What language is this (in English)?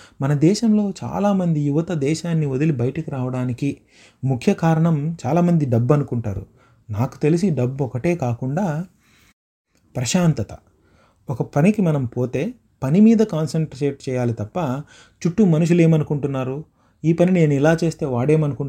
Telugu